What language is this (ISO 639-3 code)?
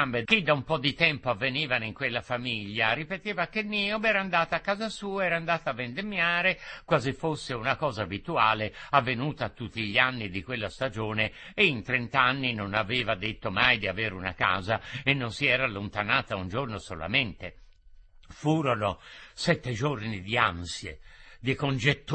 ita